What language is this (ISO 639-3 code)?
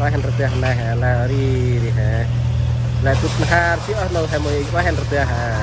cmo